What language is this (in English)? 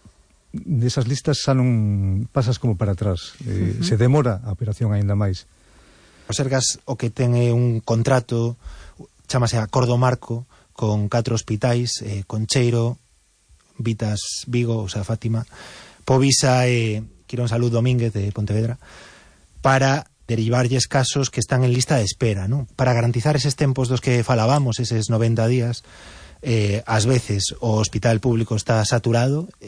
Galician